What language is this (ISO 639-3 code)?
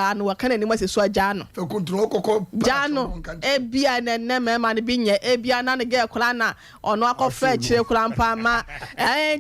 aka